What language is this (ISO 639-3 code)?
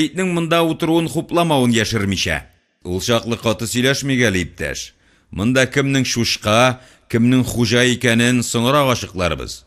tat